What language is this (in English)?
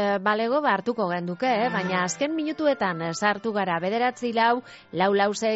Basque